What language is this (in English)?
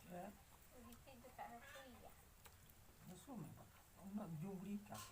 Santali